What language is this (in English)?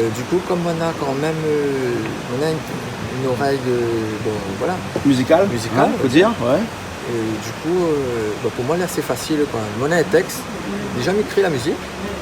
Réunion Creole French